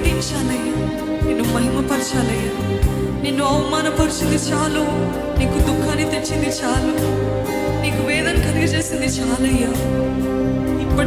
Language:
Telugu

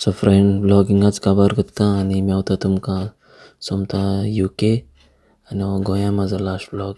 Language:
Konkani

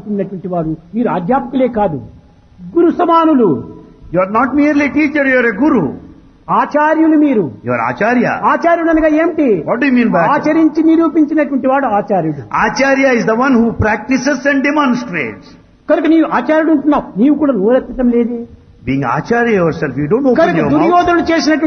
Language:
Telugu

